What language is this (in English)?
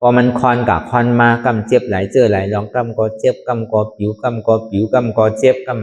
Shan